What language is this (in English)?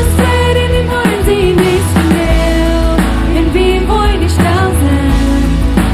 Plautdietsch